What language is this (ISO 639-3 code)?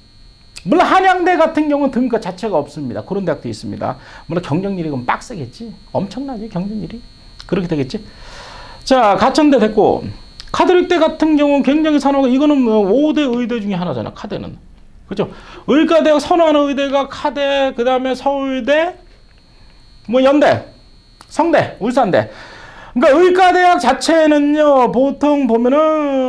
kor